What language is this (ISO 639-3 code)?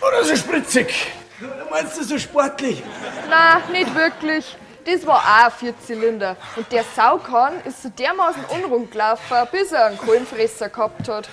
bar